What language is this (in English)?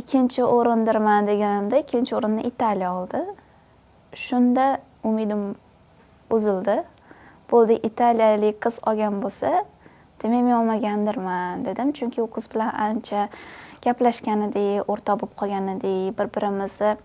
Uzbek